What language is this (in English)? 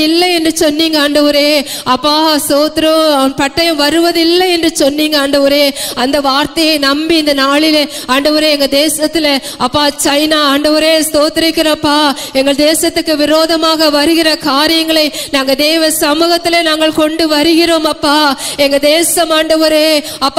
Tamil